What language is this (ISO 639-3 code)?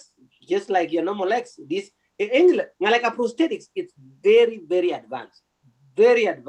kln